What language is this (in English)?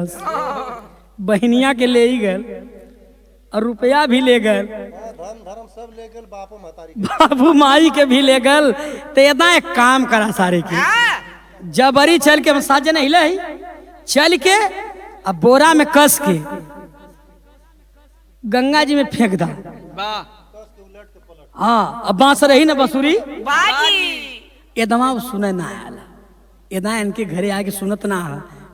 Bhojpuri